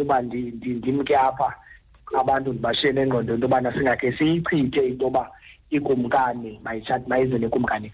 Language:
Xhosa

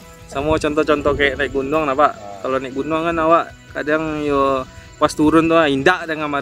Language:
Minangkabau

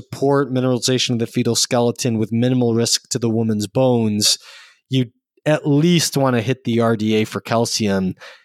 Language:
English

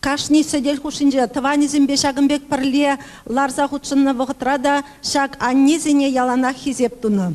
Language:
Chuvash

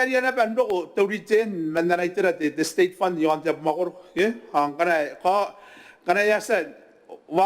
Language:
Gilbertese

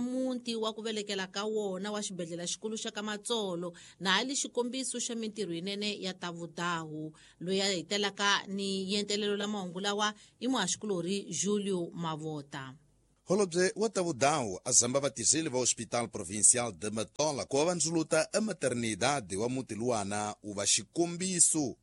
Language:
Tsonga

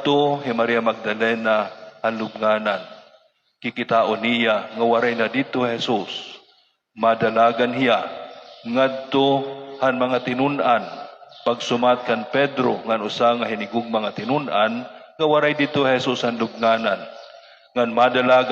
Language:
Waray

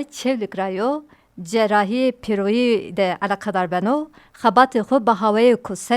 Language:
Zaza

